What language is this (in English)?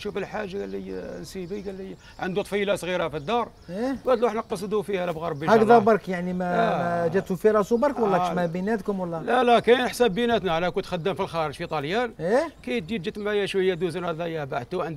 Algerian Arabic